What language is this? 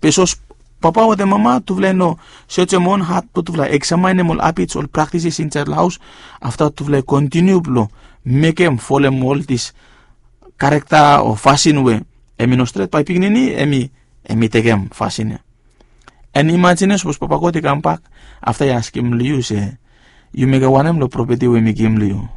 Bislama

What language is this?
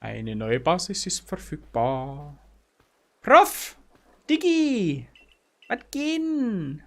Bavarian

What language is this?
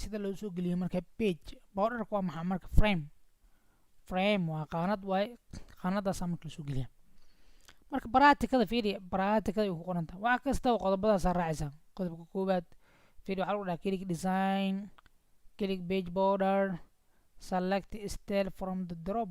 Somali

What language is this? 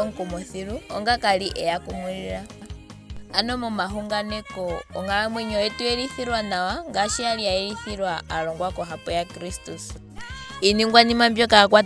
Ndonga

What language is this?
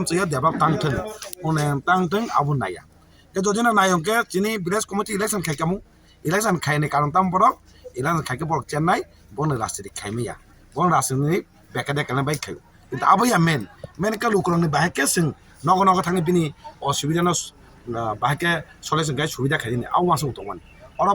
Kok Borok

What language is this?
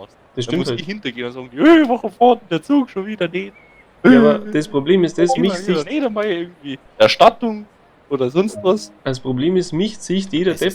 Bavarian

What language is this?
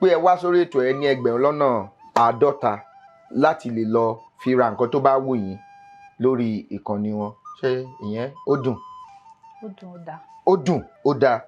Yoruba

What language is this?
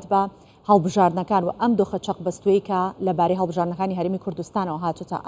Central Kurdish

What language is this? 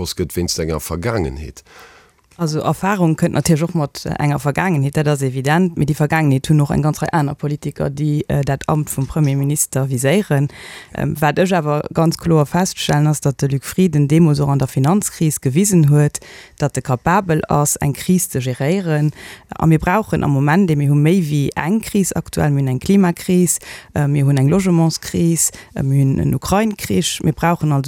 Luxembourgish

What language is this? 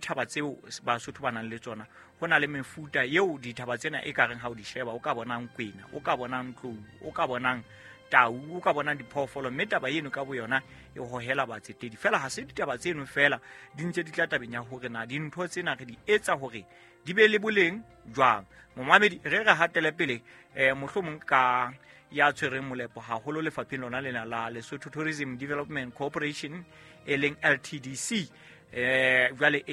Southern Sotho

